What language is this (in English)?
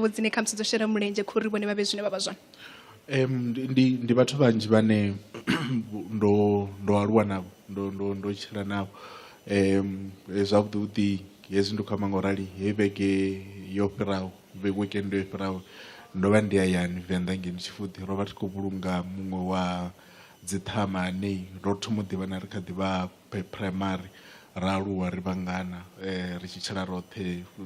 Venda